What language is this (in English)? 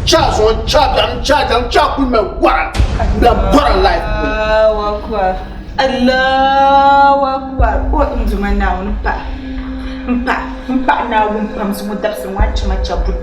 Dagbani